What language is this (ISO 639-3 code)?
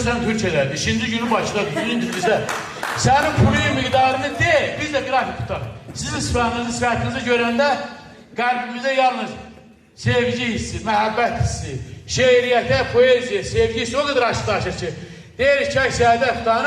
aze